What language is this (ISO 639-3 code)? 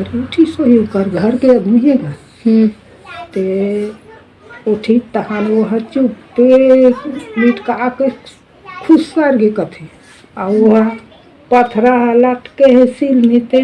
hne